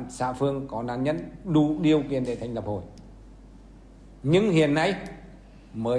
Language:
Vietnamese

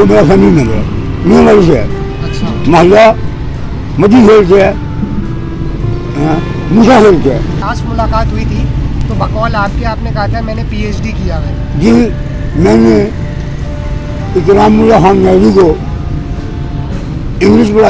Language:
Urdu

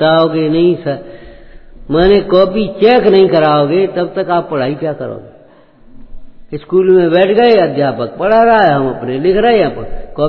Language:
Hindi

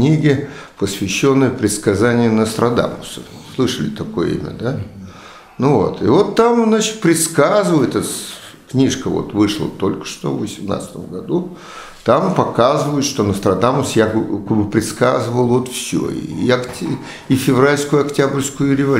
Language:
Russian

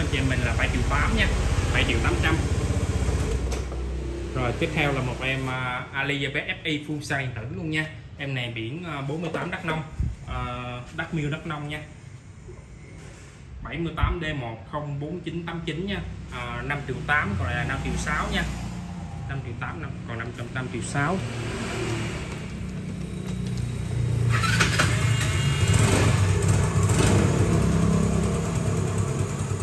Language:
Vietnamese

